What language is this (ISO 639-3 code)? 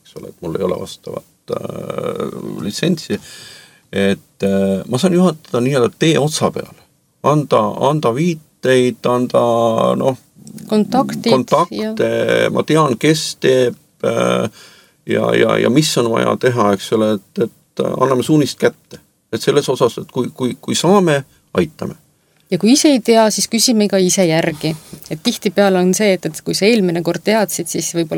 est